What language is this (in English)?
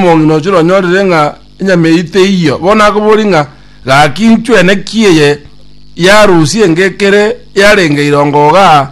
Gusii